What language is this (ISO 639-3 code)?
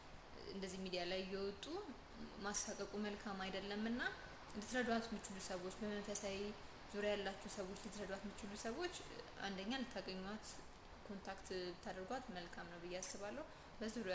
amh